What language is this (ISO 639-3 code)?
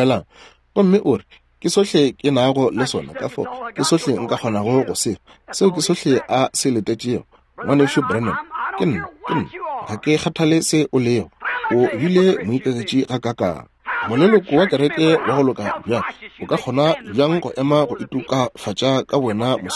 nso